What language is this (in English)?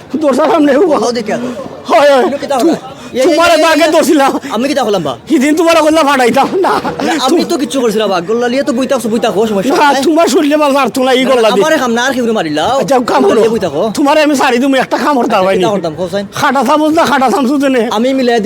Sylheti